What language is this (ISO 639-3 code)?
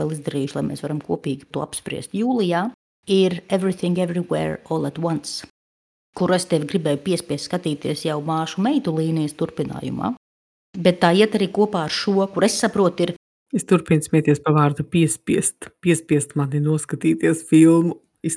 lav